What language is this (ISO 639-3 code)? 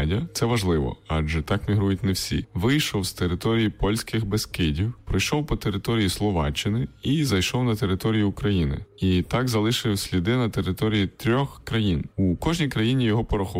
ukr